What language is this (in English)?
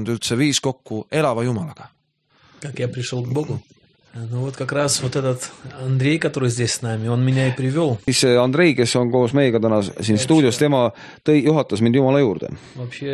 Estonian